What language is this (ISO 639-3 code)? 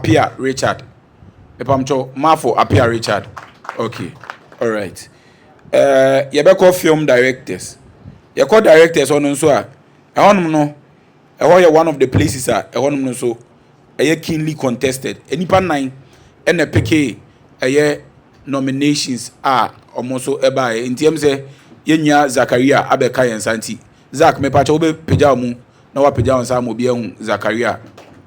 aka